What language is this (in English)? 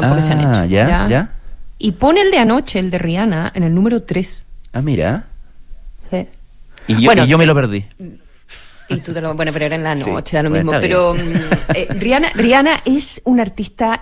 Spanish